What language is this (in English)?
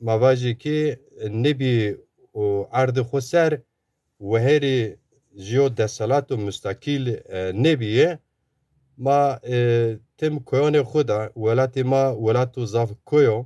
Zaza